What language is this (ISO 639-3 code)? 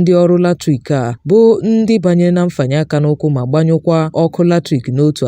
ibo